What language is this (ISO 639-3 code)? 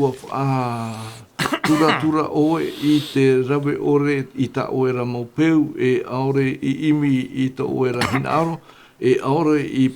tah